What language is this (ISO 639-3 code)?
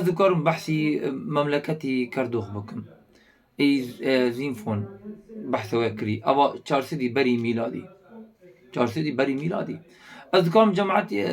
kur